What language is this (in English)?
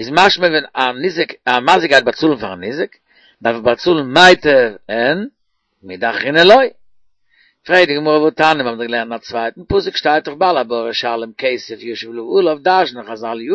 Yiddish